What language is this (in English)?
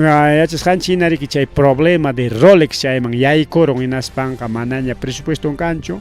Ayacucho Quechua